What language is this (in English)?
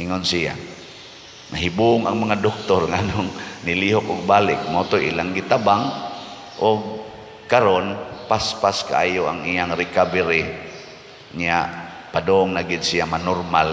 Cebuano